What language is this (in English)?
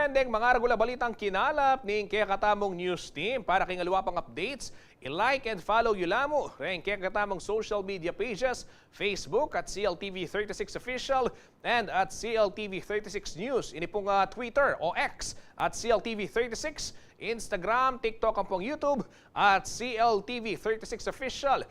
Pampanga